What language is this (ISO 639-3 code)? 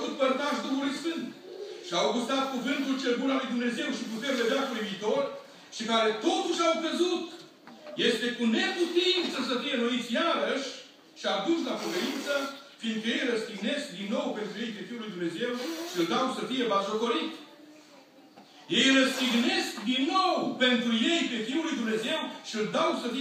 ron